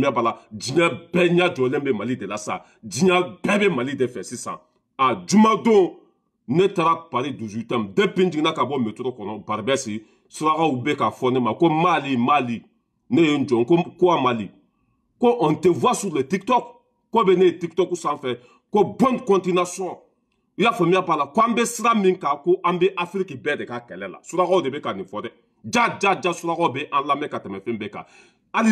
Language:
Bambara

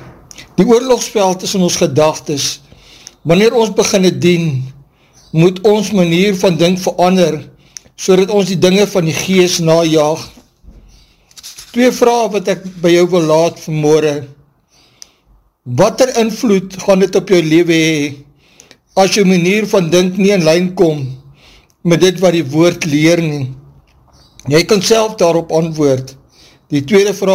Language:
Afrikaans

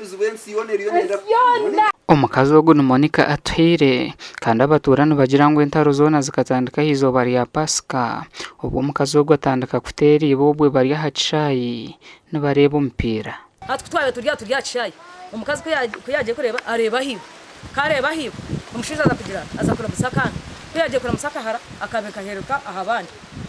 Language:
Nyankole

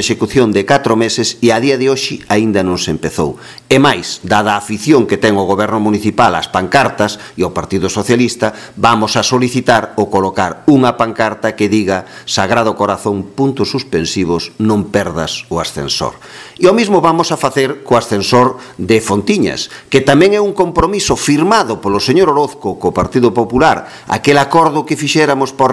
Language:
Galician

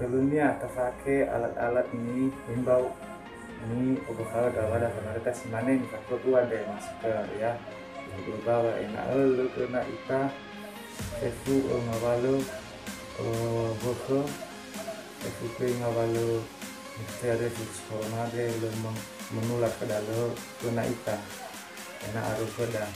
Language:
Nias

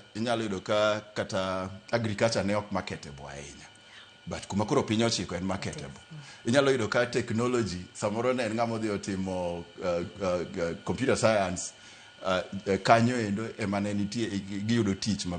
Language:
Luo (Kenya and Tanzania)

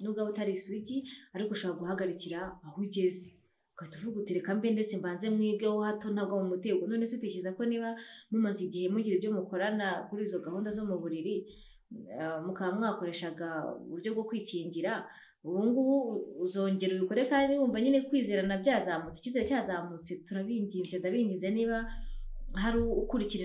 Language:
Kinyarwanda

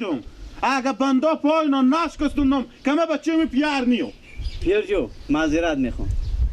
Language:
Persian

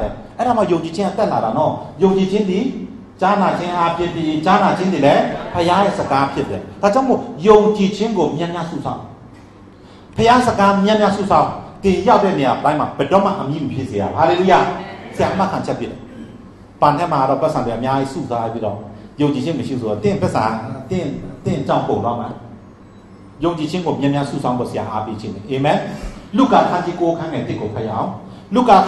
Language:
Burmese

